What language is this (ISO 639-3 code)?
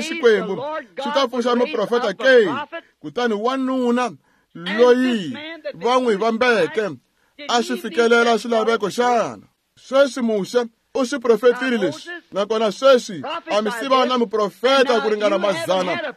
tso